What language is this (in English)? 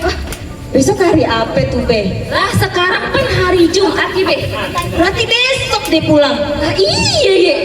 Betawi